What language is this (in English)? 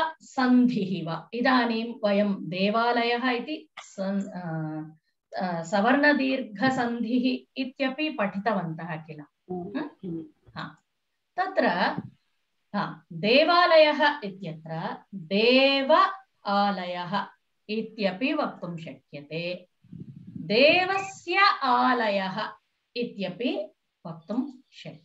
Sanskrit